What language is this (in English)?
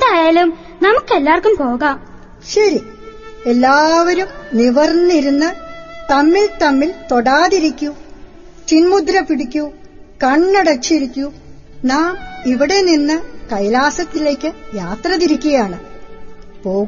Malayalam